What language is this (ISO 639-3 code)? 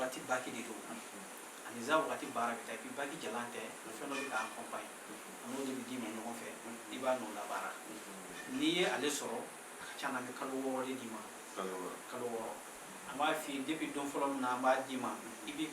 bam